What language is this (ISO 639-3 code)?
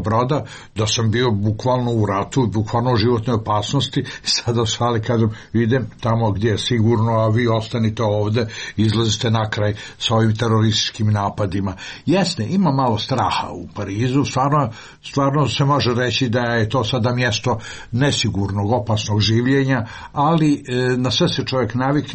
srp